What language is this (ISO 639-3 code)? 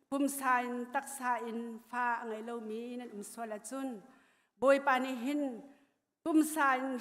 cnh